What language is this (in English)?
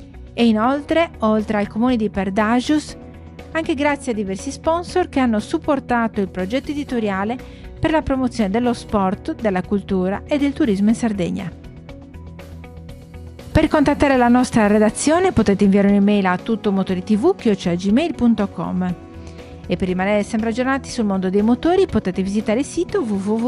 Italian